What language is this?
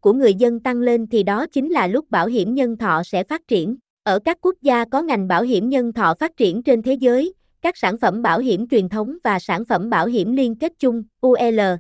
Vietnamese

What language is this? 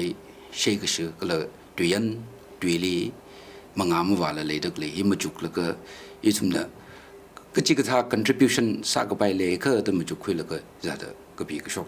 Tangkhul Naga (India)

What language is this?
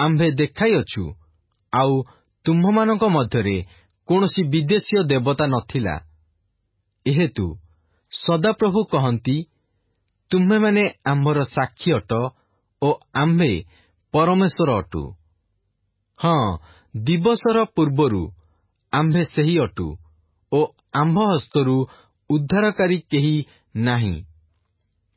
Odia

